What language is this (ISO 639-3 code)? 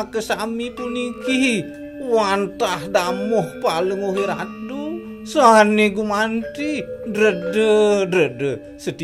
ban